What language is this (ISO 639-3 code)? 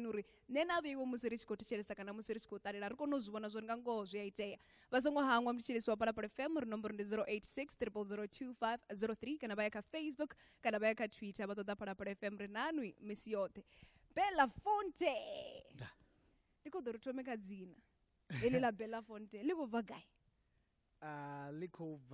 ven